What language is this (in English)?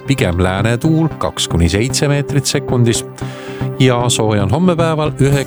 Estonian